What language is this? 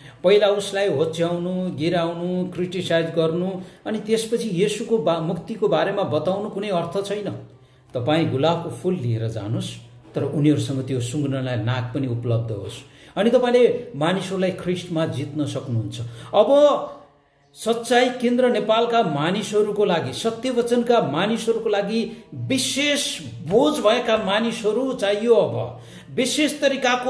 Nepali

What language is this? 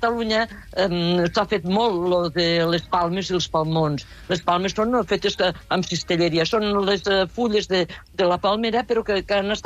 Catalan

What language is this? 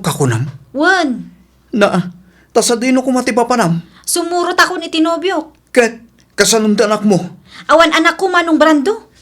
Iloko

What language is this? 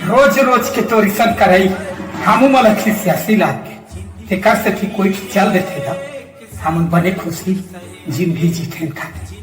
Chhattisgarhi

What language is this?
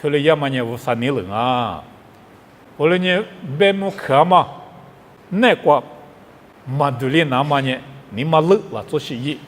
Lisu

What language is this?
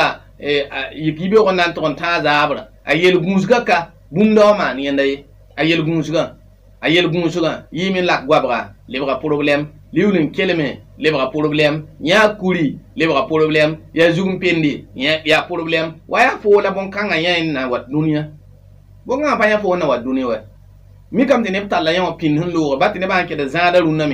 Mossi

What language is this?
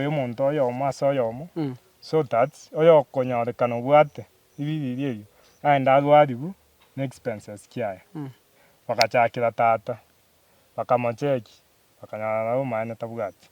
Gusii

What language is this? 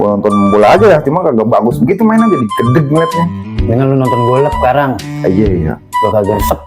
Betawi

